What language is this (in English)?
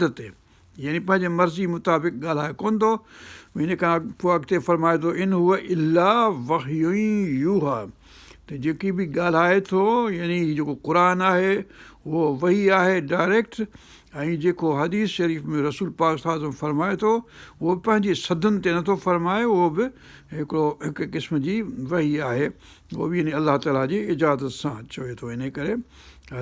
Sindhi